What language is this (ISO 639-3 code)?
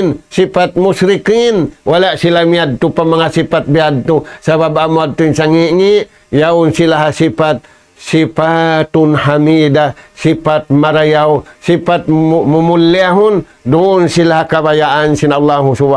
tsg